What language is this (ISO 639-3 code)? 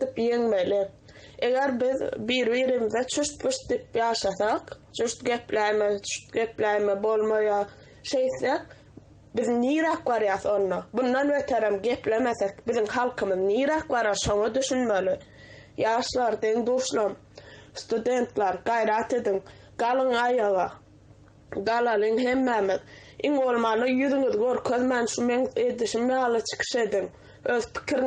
tuk